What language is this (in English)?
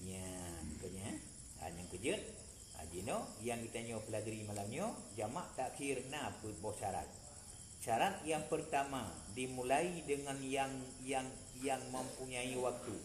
Achinese